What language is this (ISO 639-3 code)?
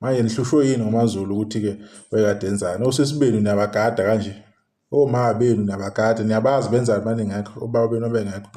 zul